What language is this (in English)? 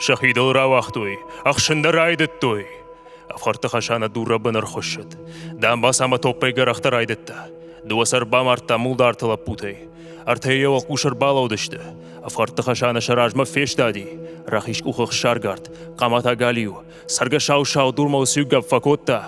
Ossetic